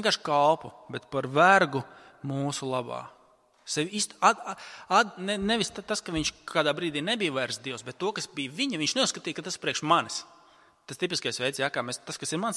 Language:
Latvian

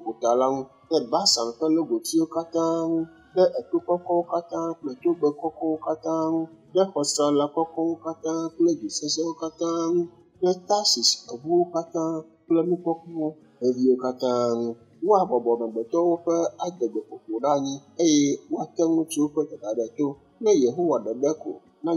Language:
Ewe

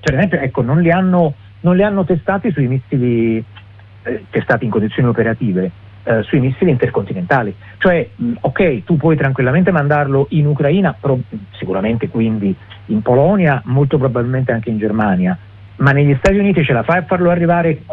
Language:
Italian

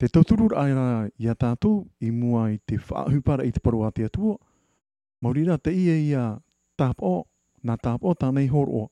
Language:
Tahitian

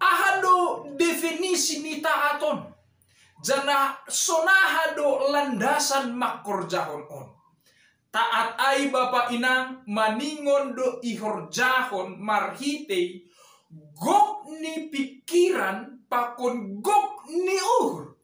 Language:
Batak Simalungun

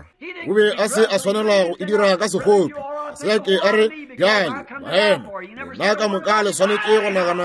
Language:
Northern Sotho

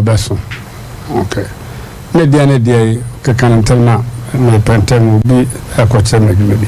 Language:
Akan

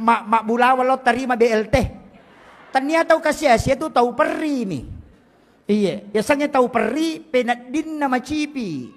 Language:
Buginese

